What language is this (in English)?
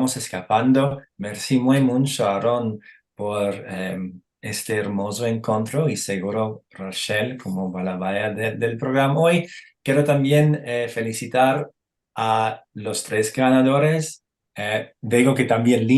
Ladino